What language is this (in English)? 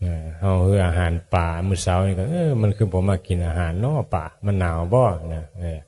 Northeastern Thai